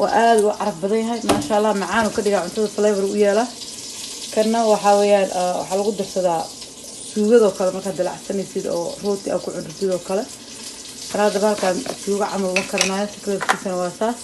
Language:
Somali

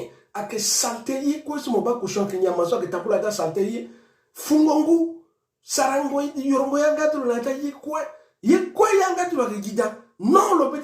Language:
Sango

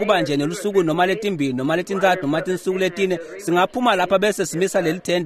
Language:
Swati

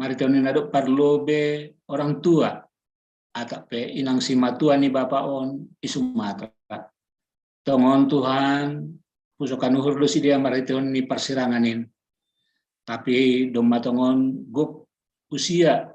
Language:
Batak Simalungun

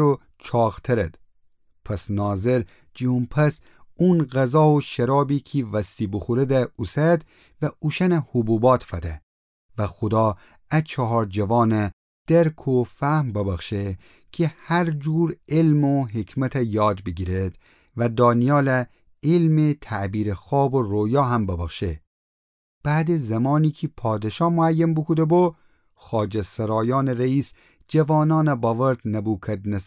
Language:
Gilaki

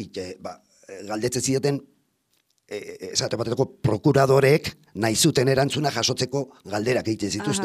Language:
Basque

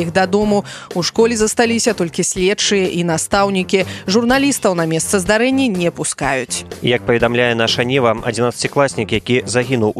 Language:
Belarusian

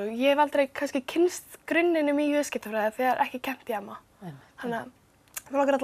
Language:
Icelandic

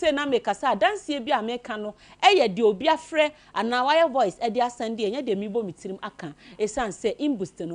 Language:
Akan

